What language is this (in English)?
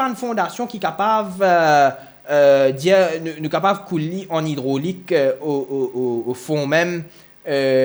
Morisyen